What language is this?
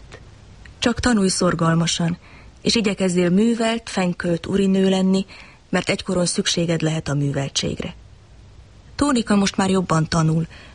Hungarian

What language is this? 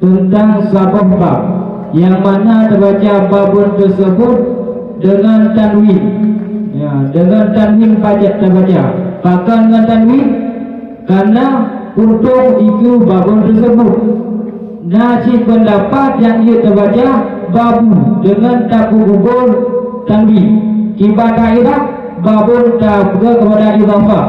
Achinese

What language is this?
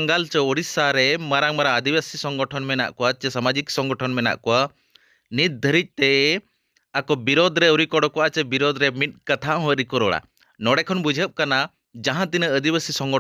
Santali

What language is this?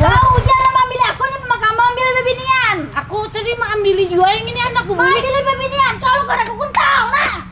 Banjar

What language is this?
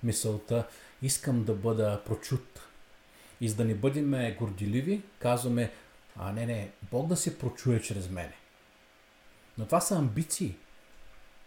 Bulgarian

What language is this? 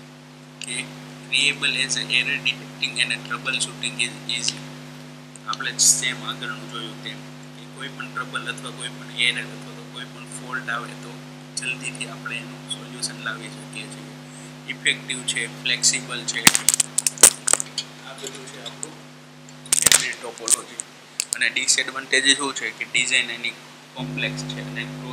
Gujarati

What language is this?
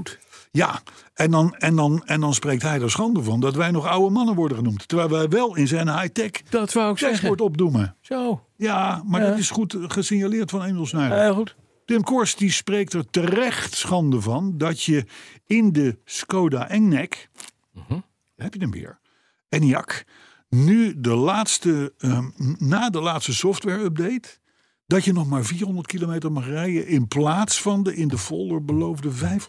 Dutch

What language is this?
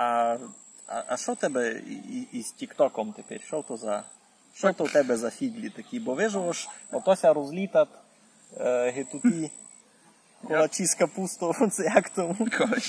Rusyn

